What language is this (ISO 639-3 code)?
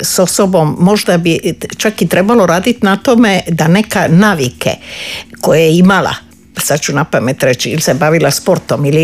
hrv